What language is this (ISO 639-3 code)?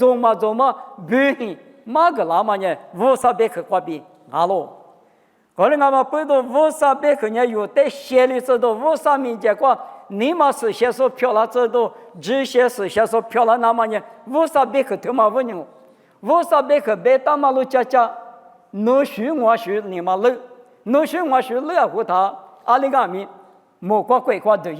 lis